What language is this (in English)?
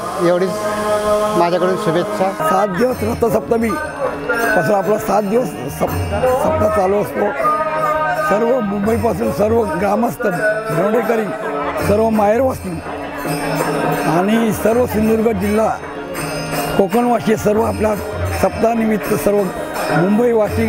Marathi